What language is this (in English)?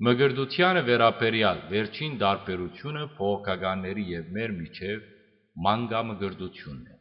Western Armenian